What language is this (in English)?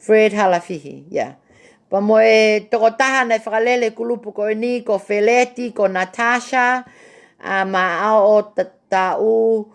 Tongan